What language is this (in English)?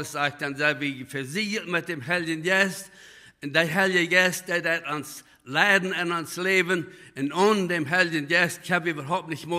Plautdietsch